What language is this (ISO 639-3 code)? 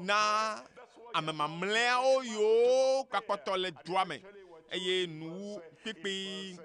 ewe